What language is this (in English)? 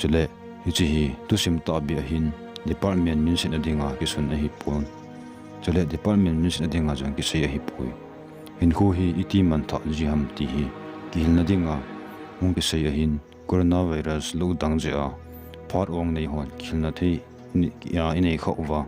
Thado Chin